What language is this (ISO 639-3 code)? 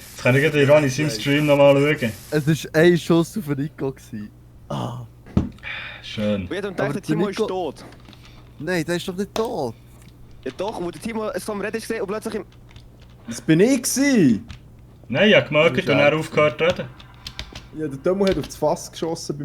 gsw